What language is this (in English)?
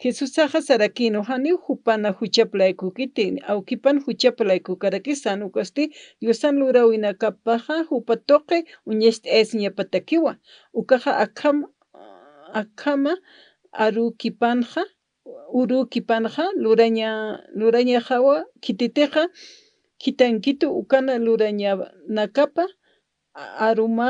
Aymara